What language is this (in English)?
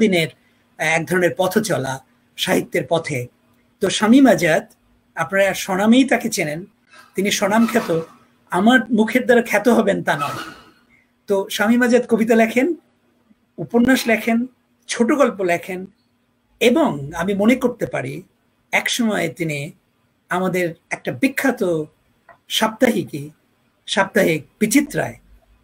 Bangla